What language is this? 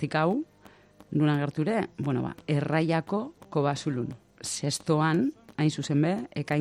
Basque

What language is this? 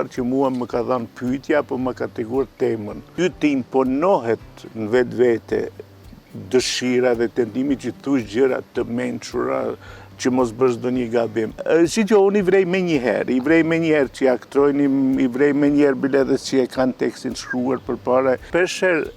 Albanian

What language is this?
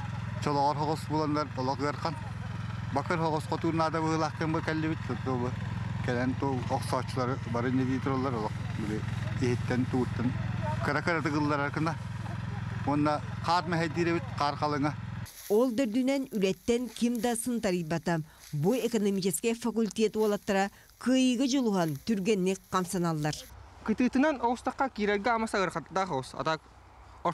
Yakut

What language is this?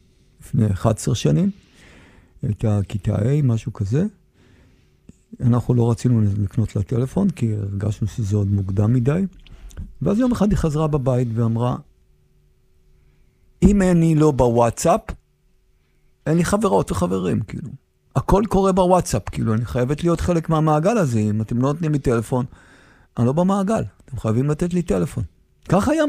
Hebrew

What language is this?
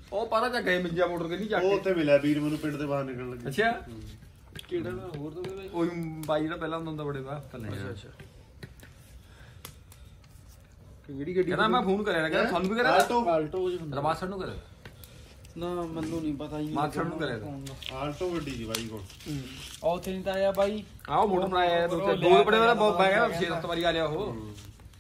Punjabi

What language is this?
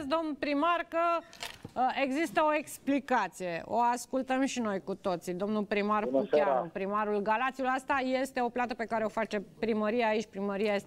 Romanian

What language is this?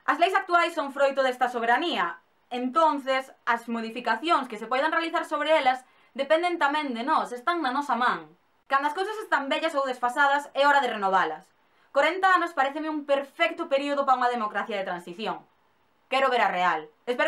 Galician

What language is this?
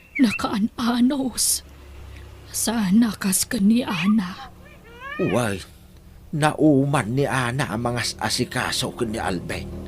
Iloko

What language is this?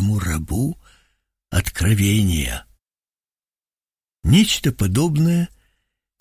Russian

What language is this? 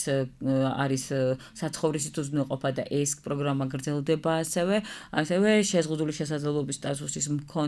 Georgian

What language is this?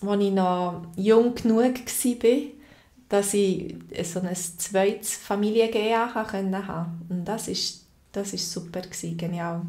Swiss German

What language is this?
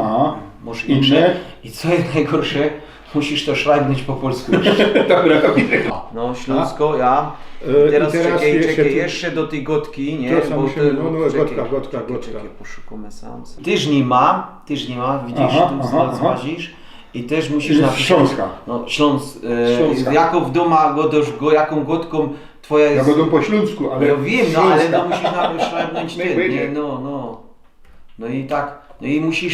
Silesian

